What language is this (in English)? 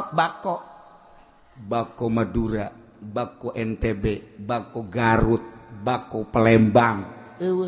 Sundanese